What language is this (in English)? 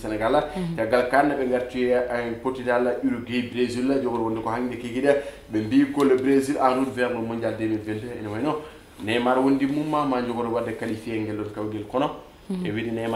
Fula